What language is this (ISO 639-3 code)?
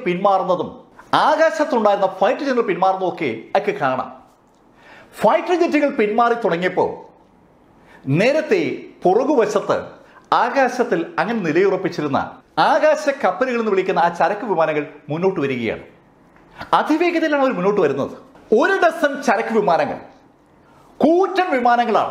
mal